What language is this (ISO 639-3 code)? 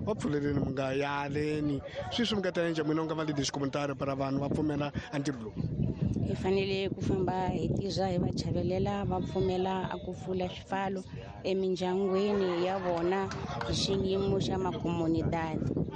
tso